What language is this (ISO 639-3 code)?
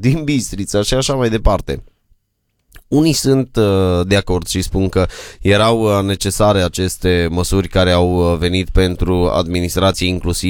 ron